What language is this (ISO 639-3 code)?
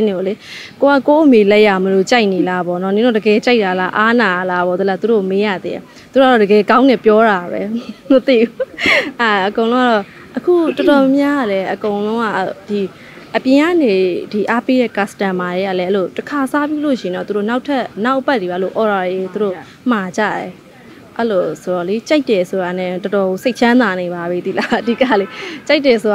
mya